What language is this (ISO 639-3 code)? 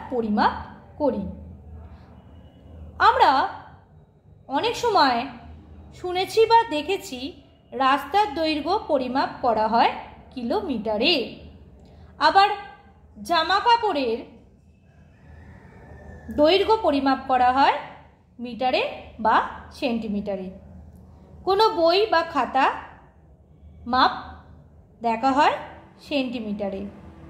ben